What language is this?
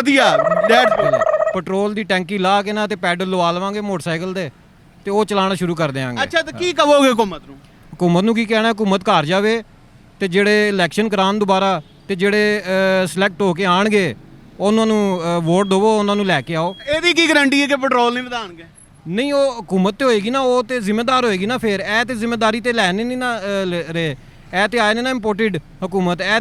Western Panjabi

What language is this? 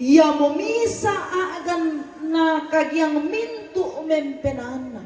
Toraja-Sa'dan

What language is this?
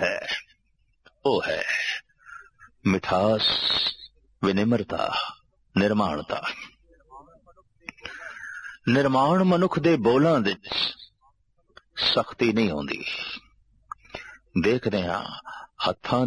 Punjabi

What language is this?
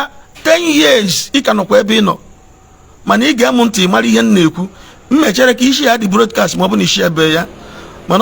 Igbo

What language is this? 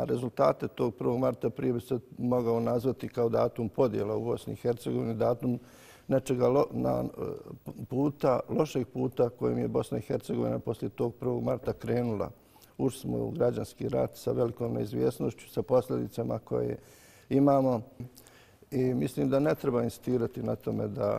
Bosnian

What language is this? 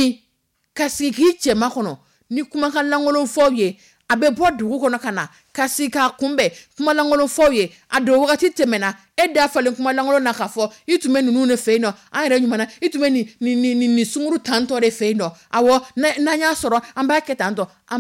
Dyula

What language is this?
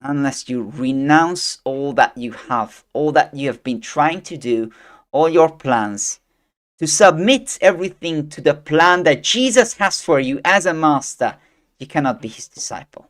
English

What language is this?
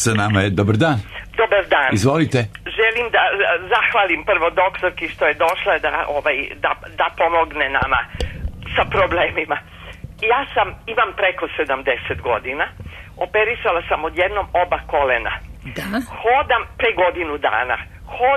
Serbian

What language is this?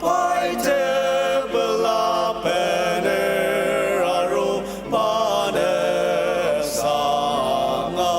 Ao Naga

